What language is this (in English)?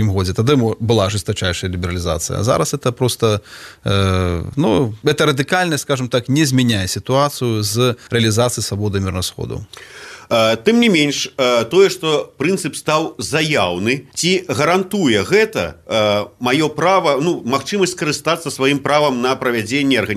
Belarusian